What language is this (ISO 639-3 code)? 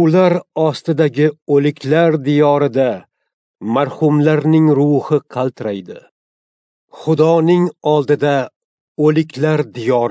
uzb